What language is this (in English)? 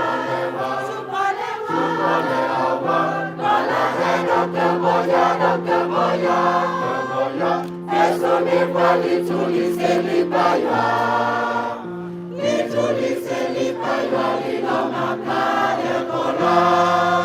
S'gaw Karen